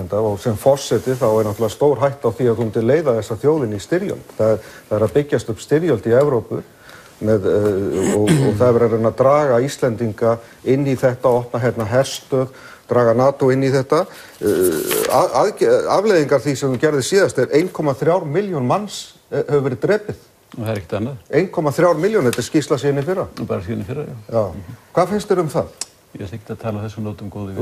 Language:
Icelandic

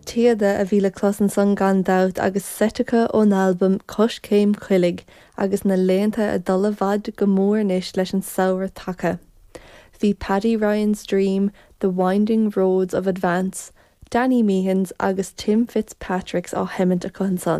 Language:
Irish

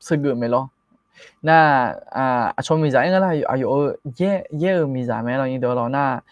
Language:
Akha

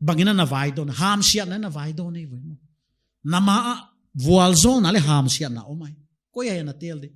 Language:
Paite Chin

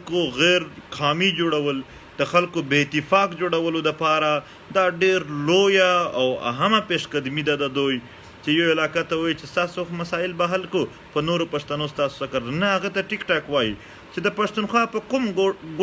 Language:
Pashto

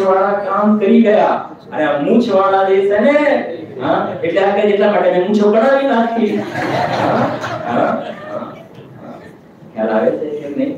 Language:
Gujarati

